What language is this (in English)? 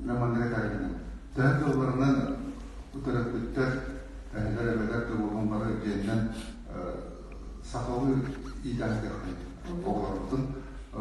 Yakut